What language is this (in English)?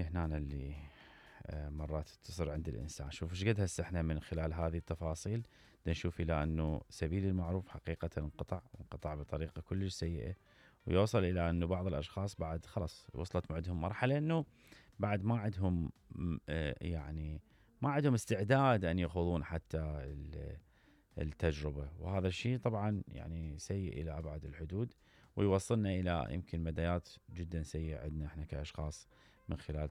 Mesopotamian Arabic